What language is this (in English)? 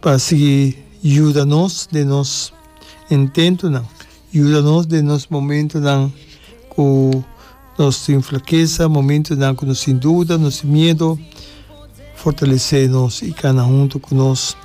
Papiamento